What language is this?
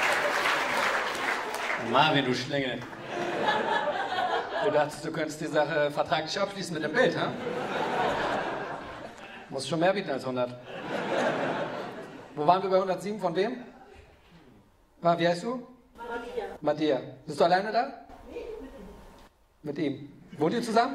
German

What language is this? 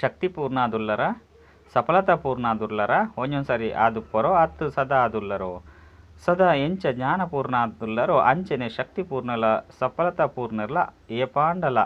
Tulu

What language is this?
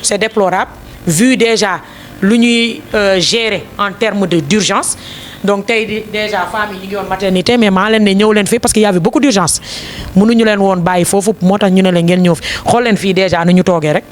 Wolof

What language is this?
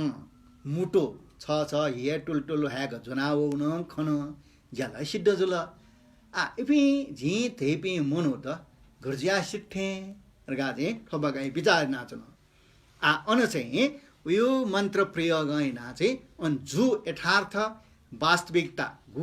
Newari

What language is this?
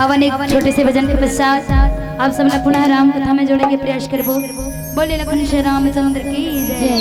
Chhattisgarhi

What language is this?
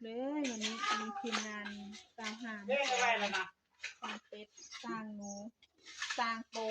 Northeastern Thai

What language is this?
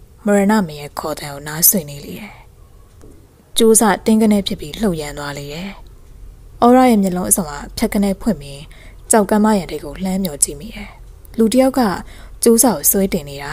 Burmese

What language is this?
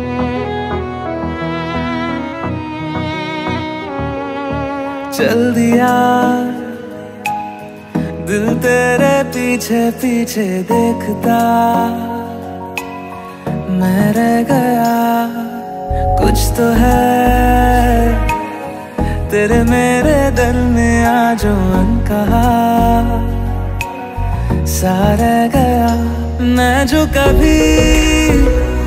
Hindi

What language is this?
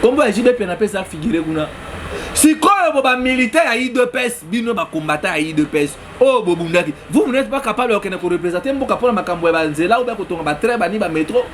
Lingala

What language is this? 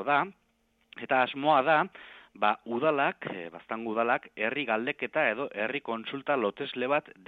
Basque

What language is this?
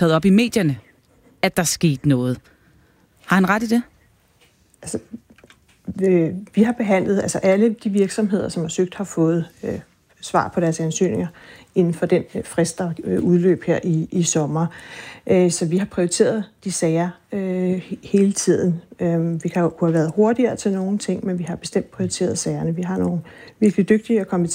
Danish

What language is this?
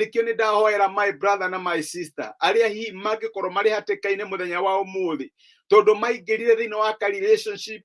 Kikuyu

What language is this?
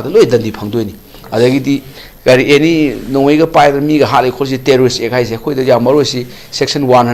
Manipuri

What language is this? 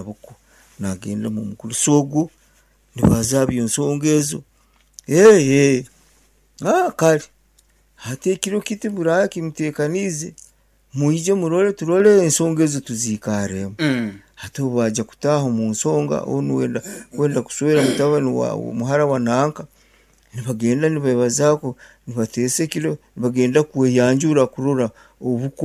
Nyankole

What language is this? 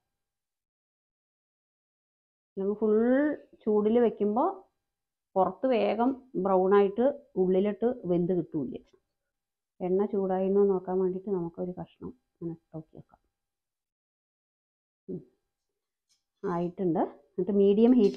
Malayalam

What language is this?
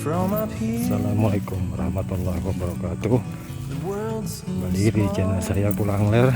Banjar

